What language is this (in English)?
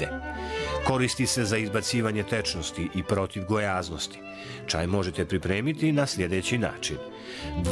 Bosnian